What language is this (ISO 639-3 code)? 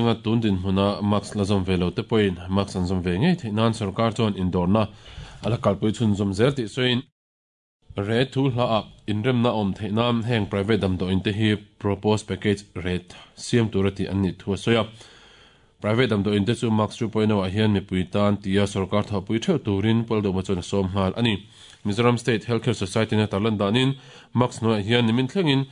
lus